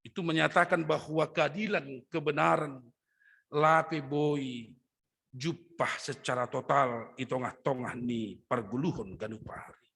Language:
Batak Simalungun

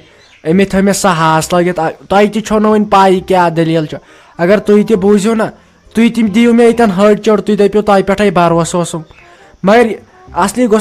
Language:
Kashmiri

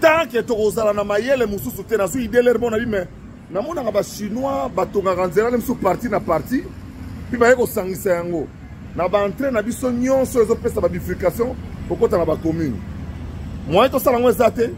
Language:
Lingala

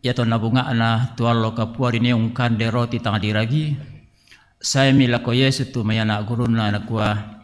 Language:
Toraja-Sa'dan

